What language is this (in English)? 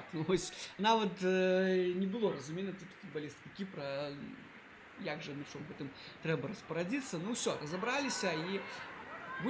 Belarusian